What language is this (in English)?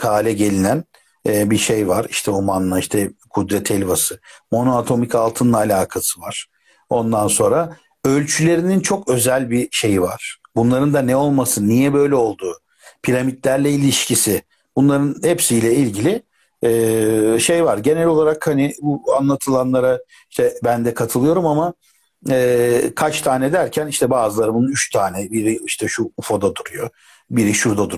Turkish